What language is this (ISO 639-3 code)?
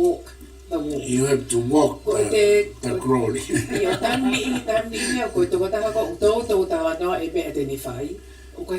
ton